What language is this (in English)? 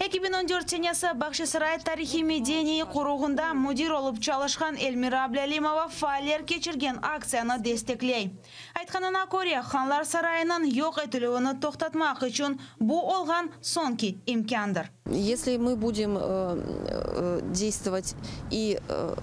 Crimean Tatar